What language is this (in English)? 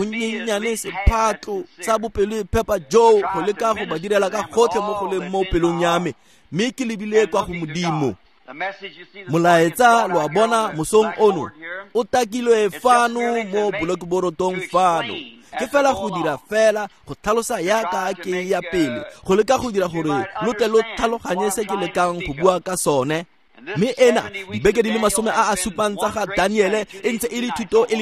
Tswana